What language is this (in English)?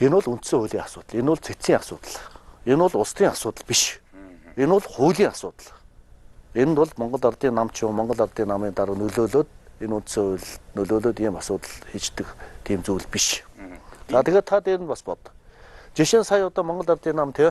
Mongolian